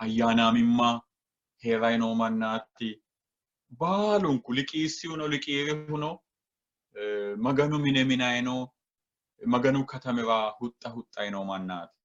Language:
Sidamo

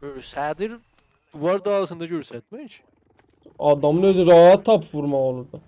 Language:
South Azerbaijani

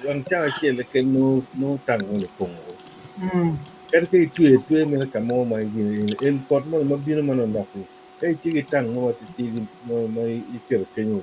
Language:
Acoli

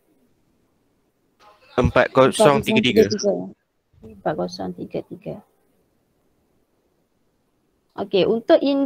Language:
Malay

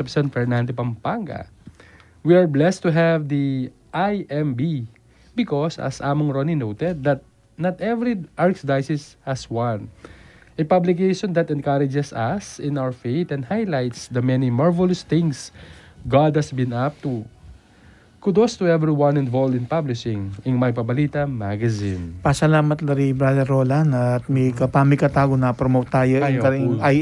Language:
Pampanga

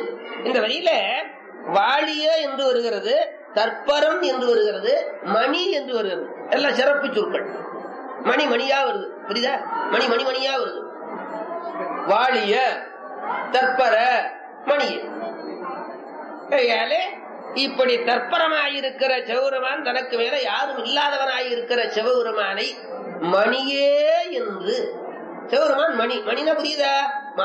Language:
Tamil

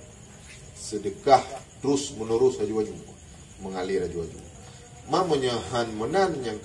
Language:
Achinese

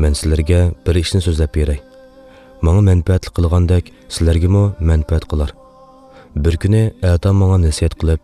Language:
Uyghur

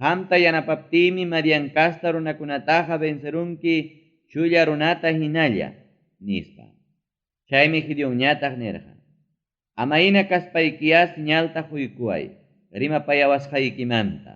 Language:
Ayacucho Quechua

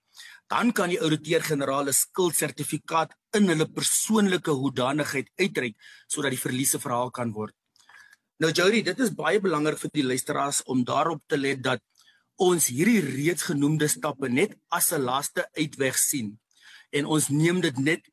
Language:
Afrikaans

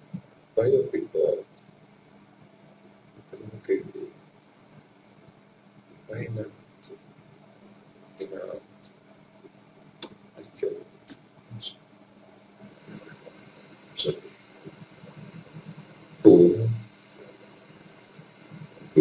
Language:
Italian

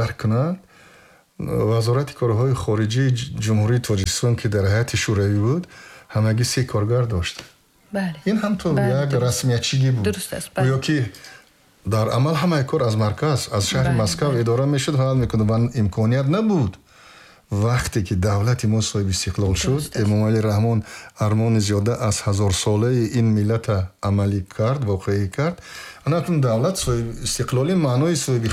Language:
Tajik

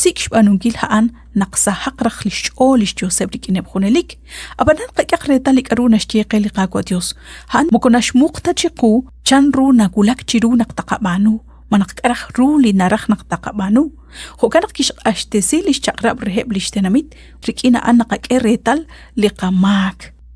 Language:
Kekchí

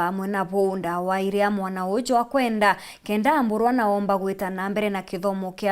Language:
Meru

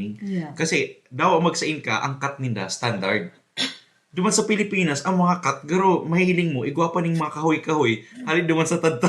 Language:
Bikol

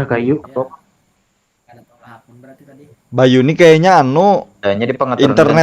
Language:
Banjar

